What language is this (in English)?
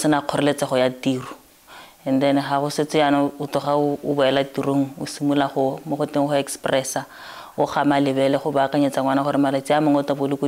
Tswana